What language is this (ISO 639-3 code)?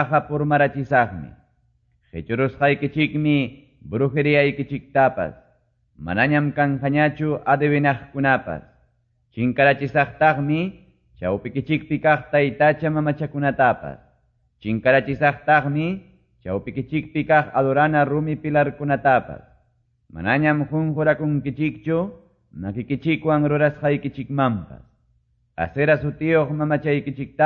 que